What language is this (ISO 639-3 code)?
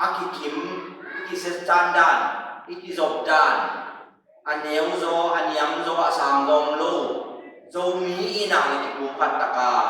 ctd